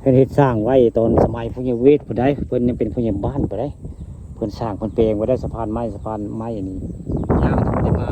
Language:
Northeastern Thai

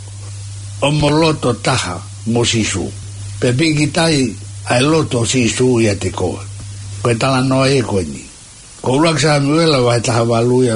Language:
Tongan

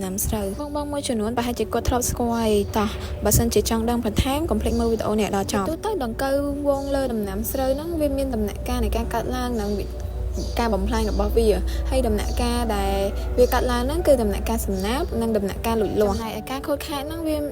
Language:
Khmer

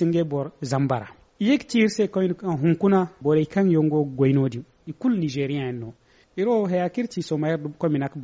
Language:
Zarma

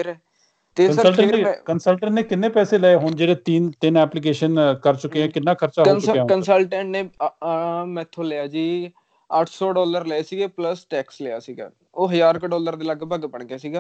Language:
Punjabi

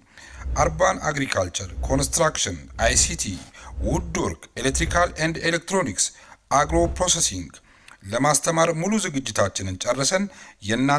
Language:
Amharic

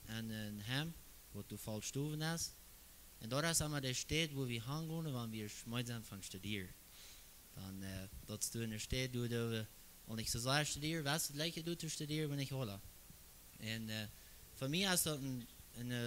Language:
Plautdietsch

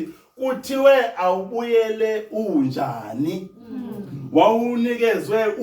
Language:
Zulu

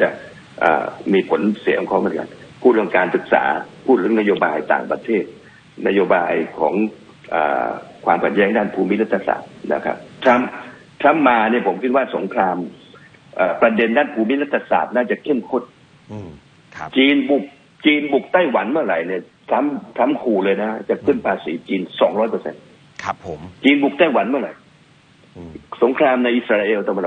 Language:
Thai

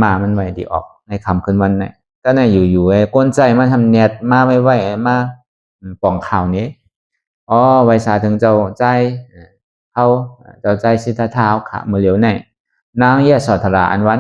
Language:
Shan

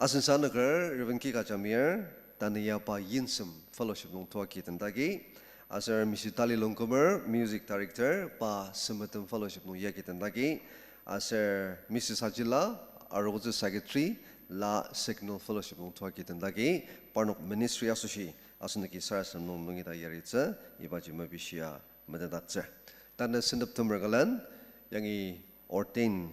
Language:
Ao Naga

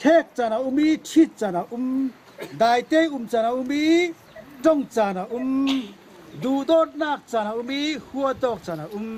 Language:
Falam Chin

